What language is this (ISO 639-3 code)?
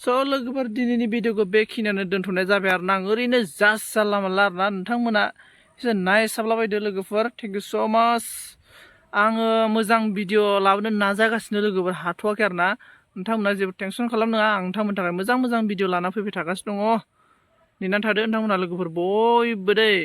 brx